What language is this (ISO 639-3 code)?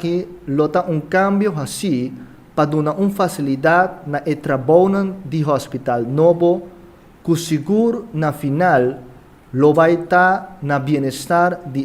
pap